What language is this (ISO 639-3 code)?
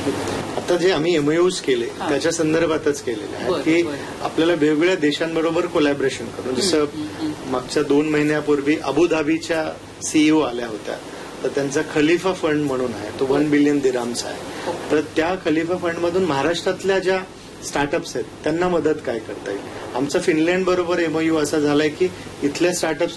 mar